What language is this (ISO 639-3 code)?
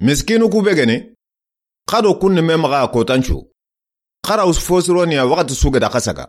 snk